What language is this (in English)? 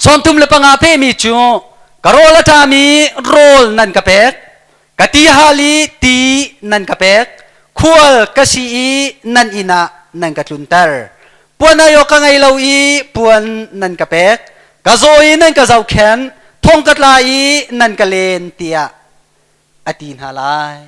Hakha Chin